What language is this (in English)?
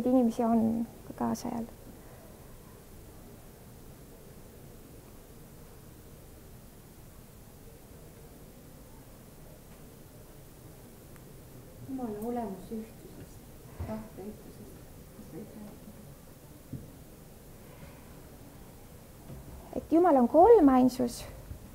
Estonian